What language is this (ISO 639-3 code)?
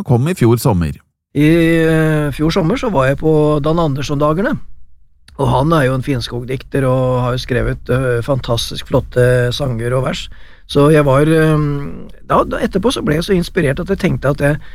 nor